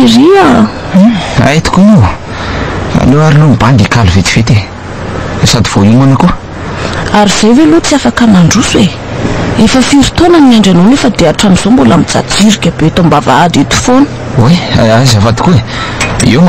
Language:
Malagasy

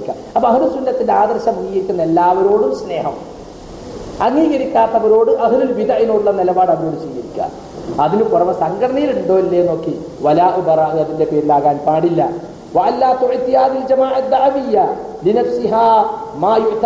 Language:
Malayalam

